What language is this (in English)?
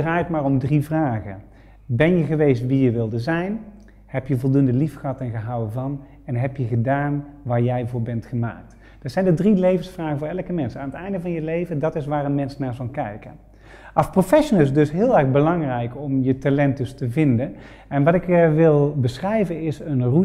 Dutch